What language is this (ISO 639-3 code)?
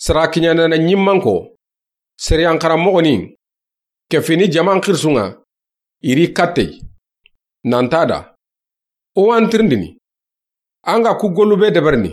snk